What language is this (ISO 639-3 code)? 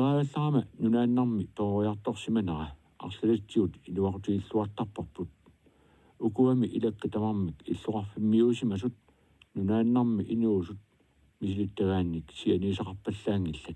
kal